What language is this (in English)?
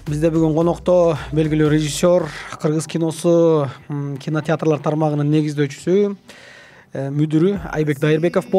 Kyrgyz